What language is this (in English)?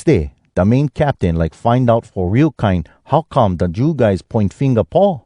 Hawai'i Creole English